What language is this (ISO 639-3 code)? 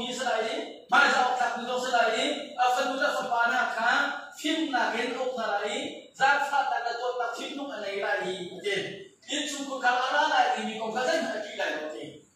cnh